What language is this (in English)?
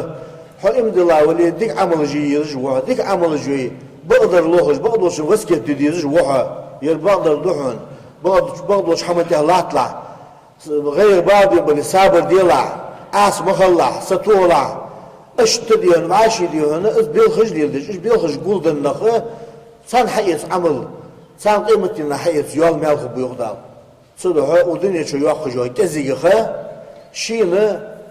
Ingush